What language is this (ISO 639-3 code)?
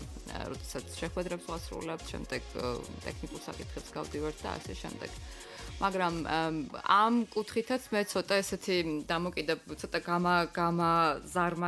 kat